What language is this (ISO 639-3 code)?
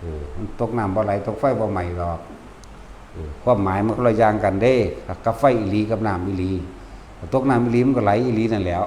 tts